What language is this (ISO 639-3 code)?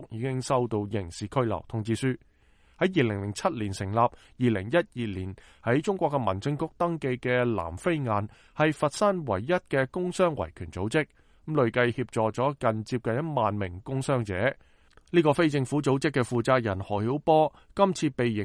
yue